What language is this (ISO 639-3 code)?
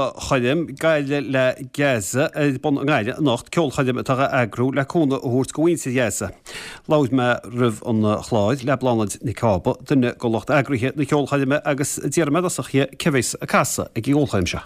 gle